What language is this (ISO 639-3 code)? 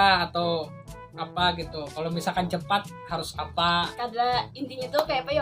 bjn